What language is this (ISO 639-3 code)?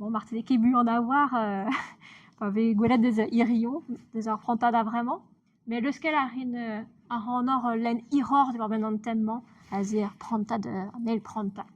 bre